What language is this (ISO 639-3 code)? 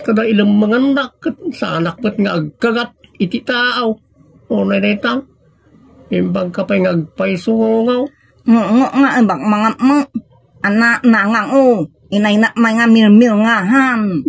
ilo